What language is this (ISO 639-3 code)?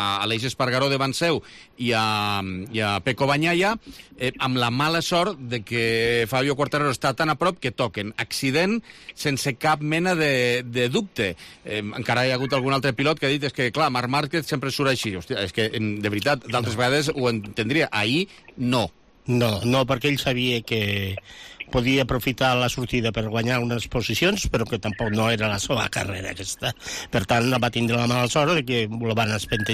cat